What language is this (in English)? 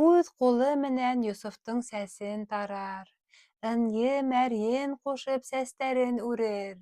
Bashkir